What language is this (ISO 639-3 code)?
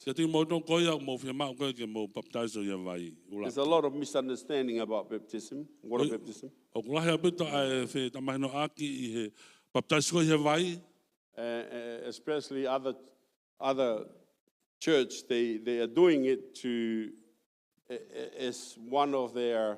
ton